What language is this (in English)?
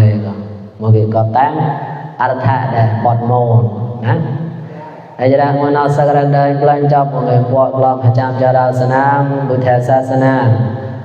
Mon